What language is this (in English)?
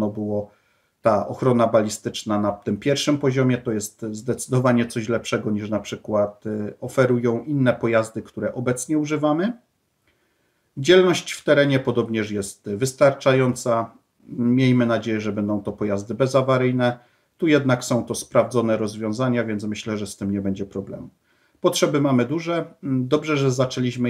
Polish